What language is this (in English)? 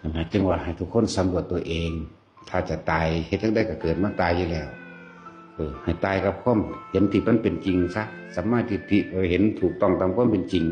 Northeastern Thai